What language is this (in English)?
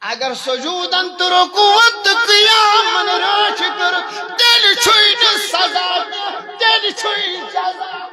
Kashmiri